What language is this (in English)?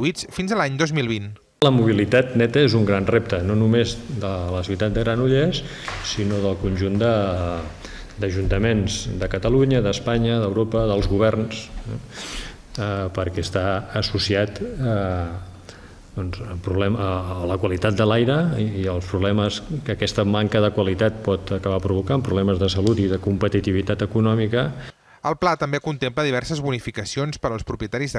Catalan